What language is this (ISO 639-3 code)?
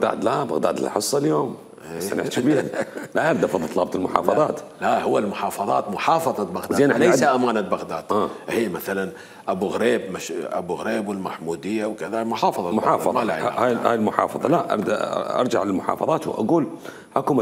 acm